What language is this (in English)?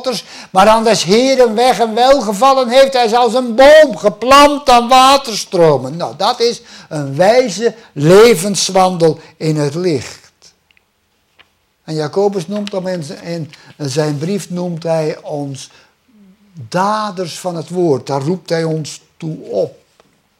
Dutch